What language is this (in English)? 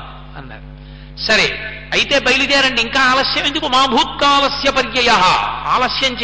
Telugu